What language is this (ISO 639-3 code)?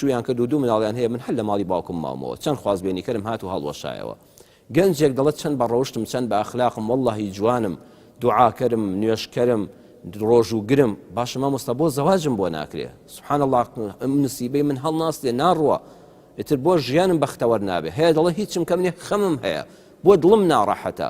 ckb